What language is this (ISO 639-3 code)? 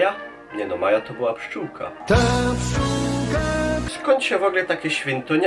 szl